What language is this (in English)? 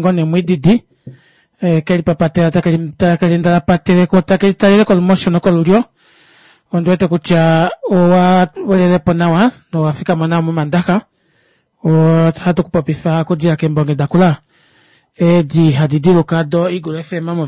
Kuanyama